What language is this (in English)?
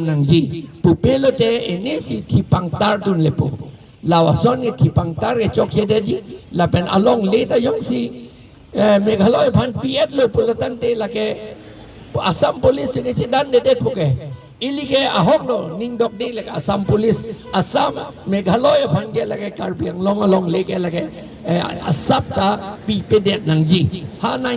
Karbi